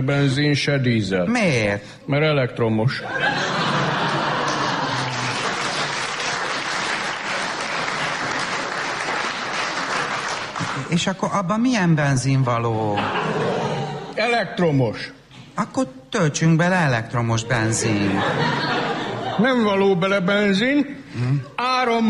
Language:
Hungarian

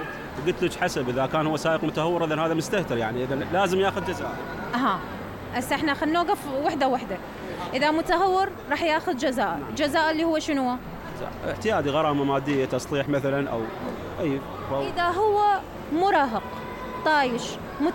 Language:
Mesopotamian Arabic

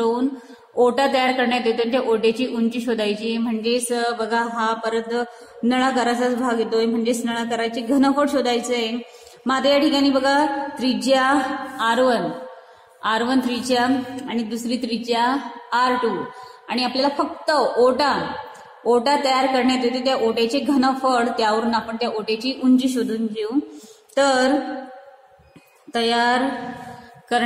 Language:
Marathi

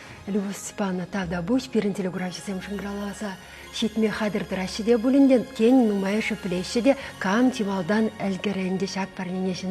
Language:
Chuvash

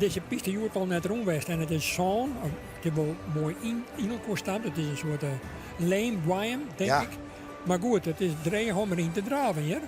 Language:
Western Frisian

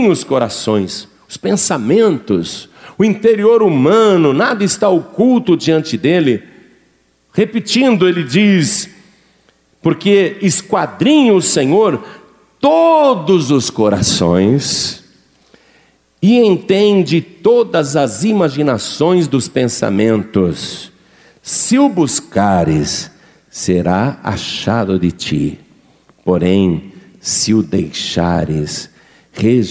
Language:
Portuguese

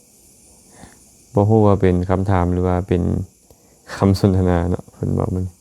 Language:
Lao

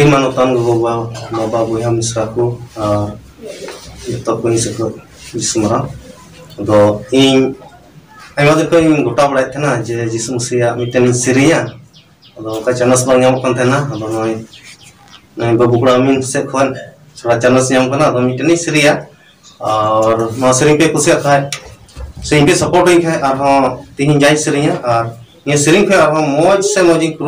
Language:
Santali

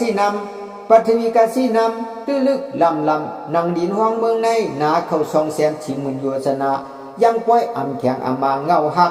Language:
Shan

